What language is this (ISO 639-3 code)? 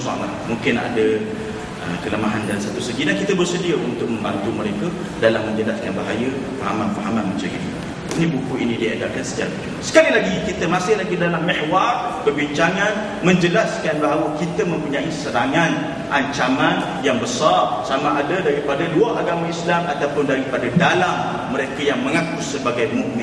msa